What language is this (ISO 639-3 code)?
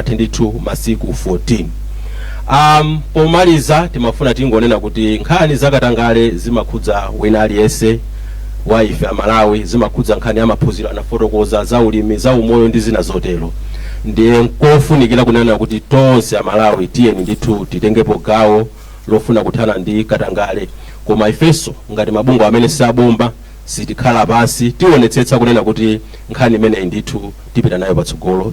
nya